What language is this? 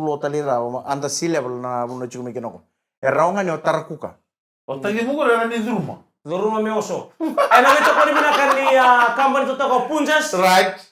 Fijian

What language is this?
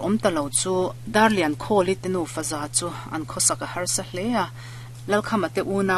Mizo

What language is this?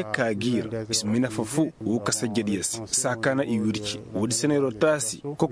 Koyraboro Senni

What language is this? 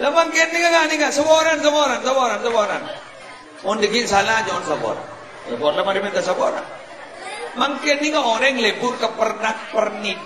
Madurese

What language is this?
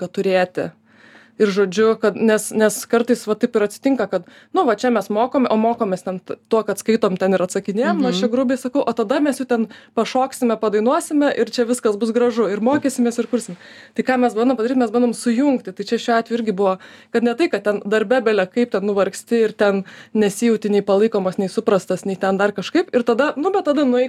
Lithuanian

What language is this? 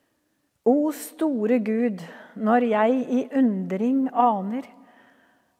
Norwegian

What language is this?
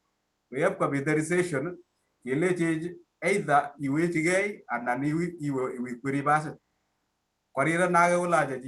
Kalenjin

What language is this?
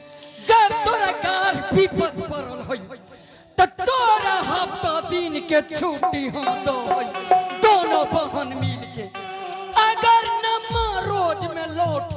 Angika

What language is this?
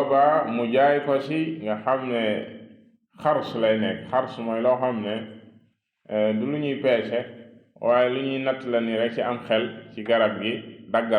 Wolof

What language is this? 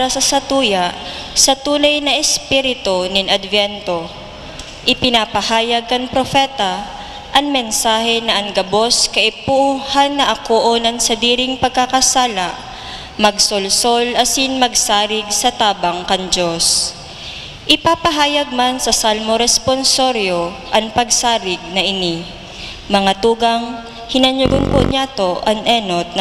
Bikol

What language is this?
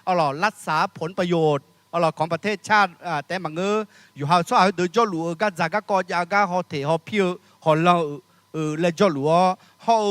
Akha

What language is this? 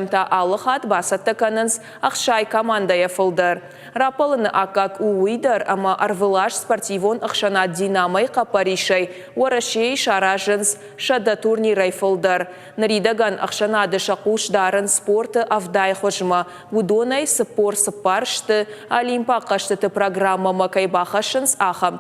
Ossetic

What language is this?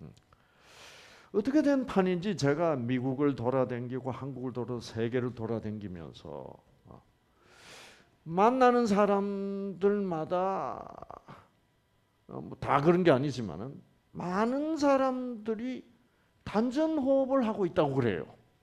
Korean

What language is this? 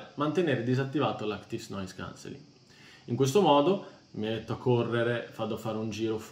Italian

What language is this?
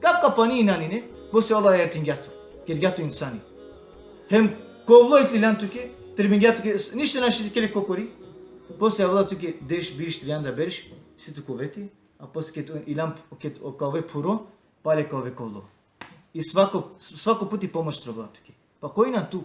Balkan Romani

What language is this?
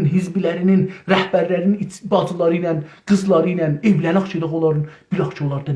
South Azerbaijani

